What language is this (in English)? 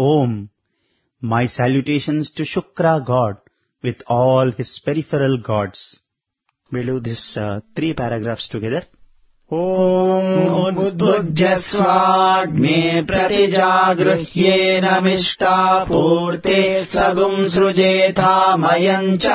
Sanskrit